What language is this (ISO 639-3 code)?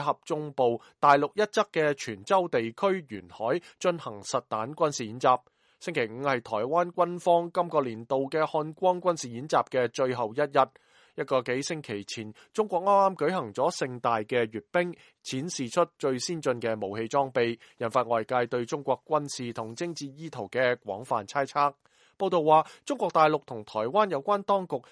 yue